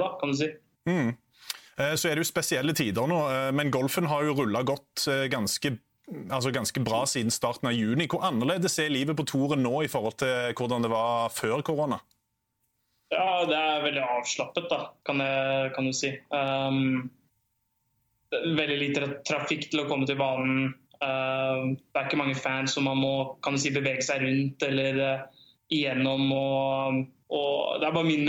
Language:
Norwegian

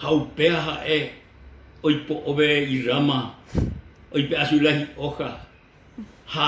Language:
Guarani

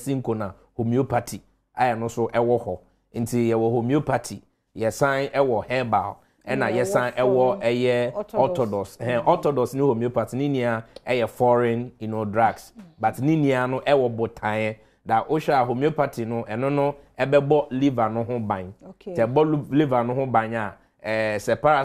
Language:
Akan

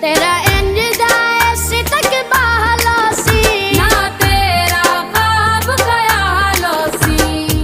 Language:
Pahari-Potwari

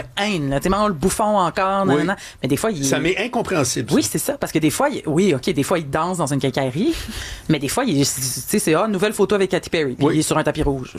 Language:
French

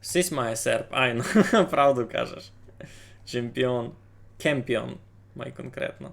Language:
Rusyn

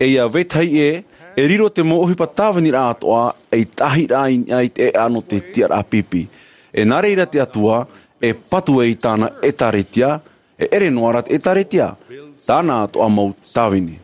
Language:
Tahitian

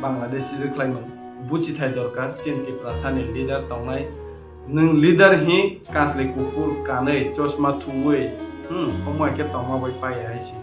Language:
Kok Borok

